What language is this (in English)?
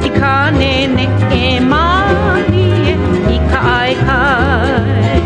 Hawaiian